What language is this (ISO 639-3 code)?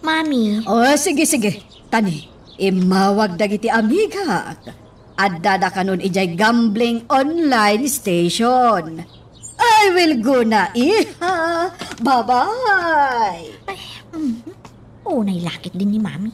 ilo